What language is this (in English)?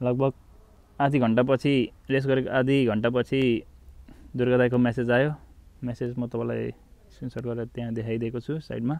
Nepali